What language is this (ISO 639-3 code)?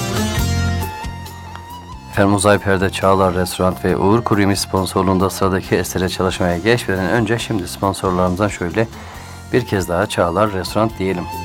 tur